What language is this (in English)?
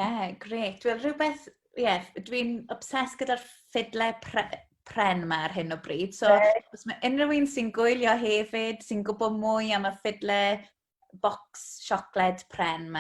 Welsh